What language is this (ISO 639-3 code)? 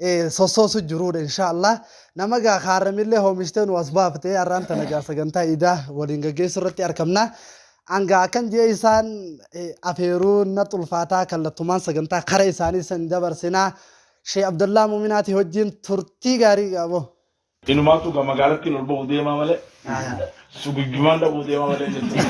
orm